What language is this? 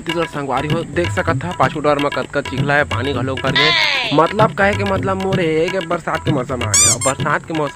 Chhattisgarhi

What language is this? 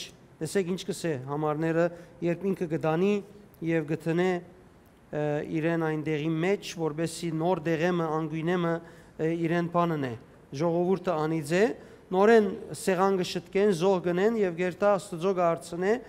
Western Armenian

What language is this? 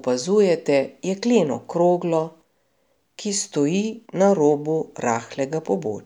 Slovenian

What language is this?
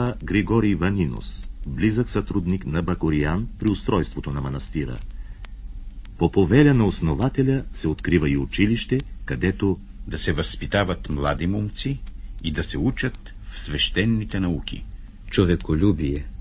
Bulgarian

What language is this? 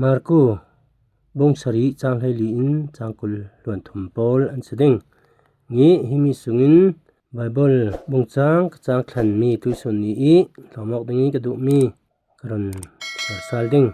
Falam Chin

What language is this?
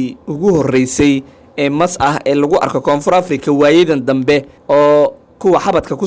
Somali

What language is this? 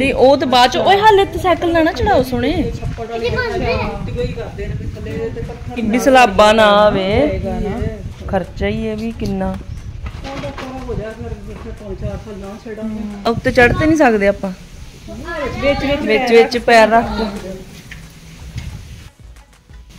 Punjabi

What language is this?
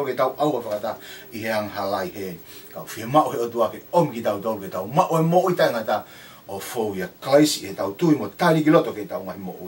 Tongan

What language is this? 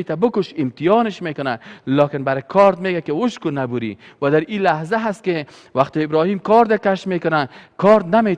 Persian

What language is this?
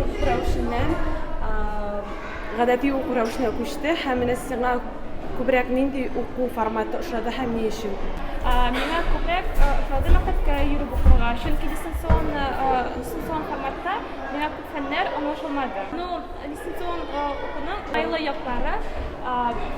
Tatar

